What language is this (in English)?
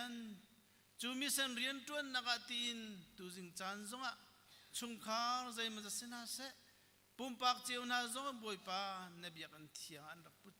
Hakha Chin